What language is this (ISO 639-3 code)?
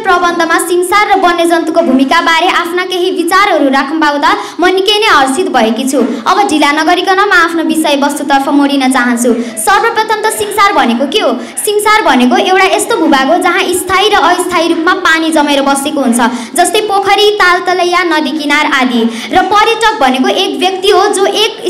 nep